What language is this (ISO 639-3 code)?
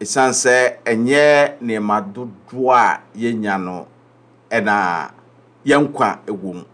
aka